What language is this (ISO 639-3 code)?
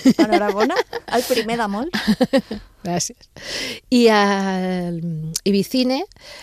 cat